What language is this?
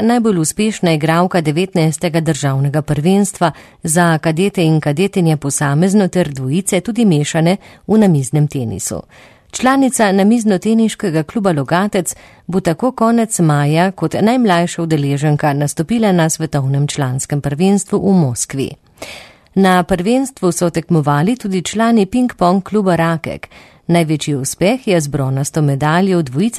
Slovenian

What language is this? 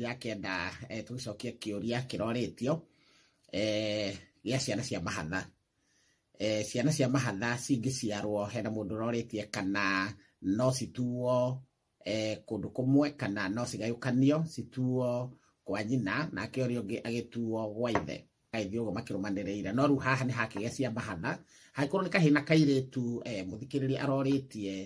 Kikuyu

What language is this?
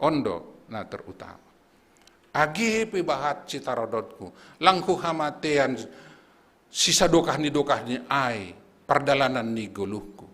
Batak Simalungun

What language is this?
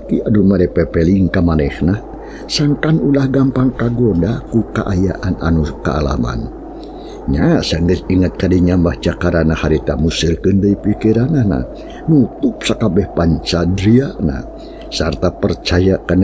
Sundanese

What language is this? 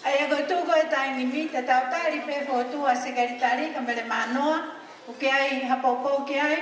Tongan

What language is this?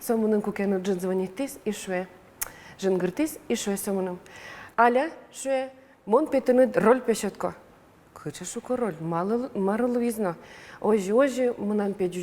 Udmurt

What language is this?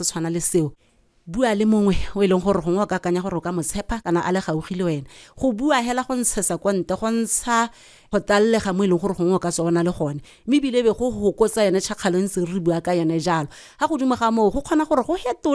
Tswana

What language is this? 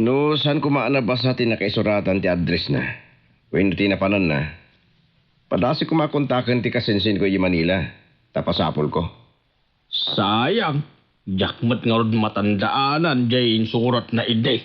Iloko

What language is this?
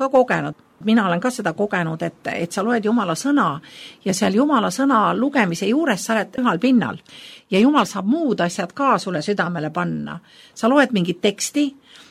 Estonian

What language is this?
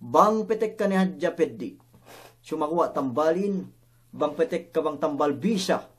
Yakan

